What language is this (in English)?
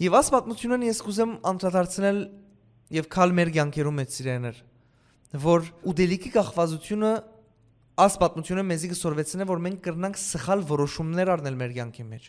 Western Armenian